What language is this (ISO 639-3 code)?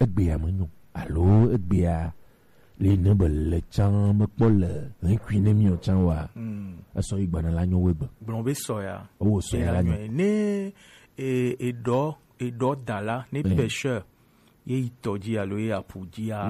gej